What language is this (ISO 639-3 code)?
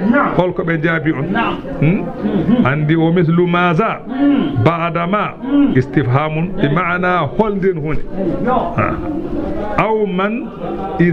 ful